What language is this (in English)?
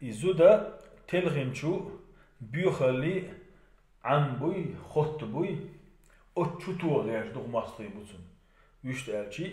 Chechen